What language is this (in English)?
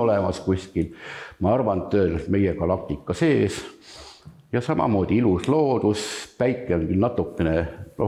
Estonian